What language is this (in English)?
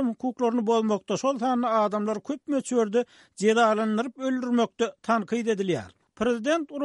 Turkmen